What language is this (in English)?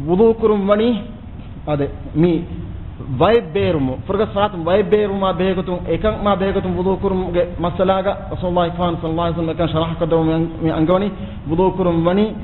Divehi